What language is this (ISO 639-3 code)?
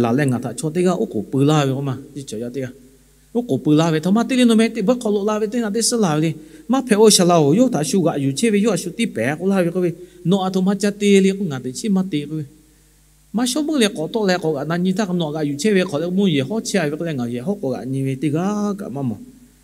lhu